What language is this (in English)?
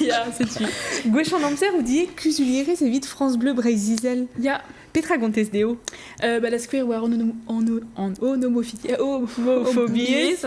Breton